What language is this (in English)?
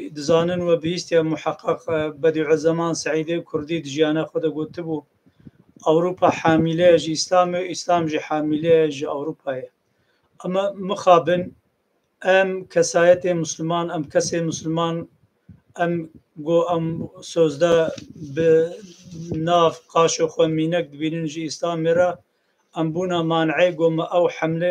Kurdish